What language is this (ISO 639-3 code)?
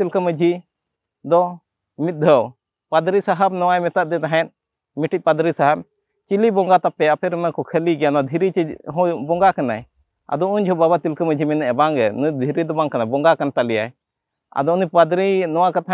sat